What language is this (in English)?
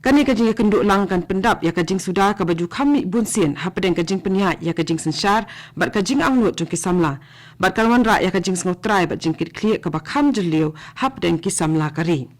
Khasi